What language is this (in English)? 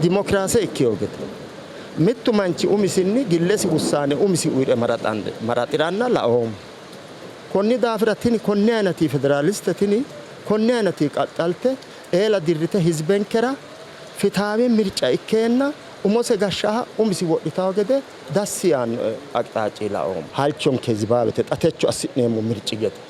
Sidamo